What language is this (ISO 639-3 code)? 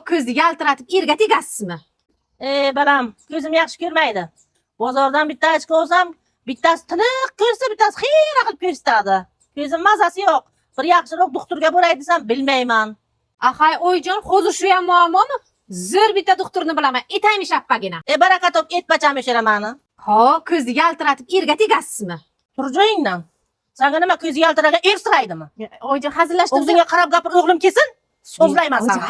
uzb